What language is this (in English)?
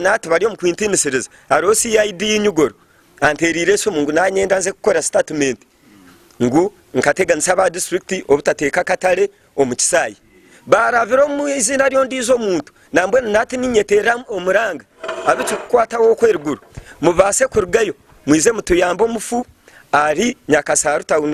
Nyankole